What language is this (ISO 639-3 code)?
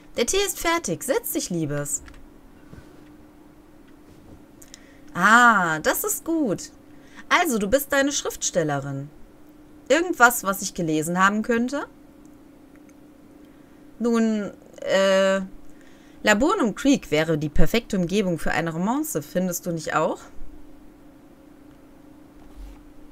deu